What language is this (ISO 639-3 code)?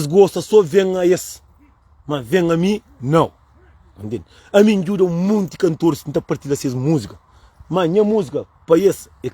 kea